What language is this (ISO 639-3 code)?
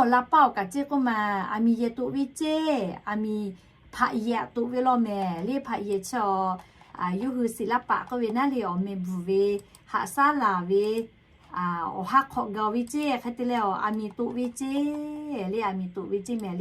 lhu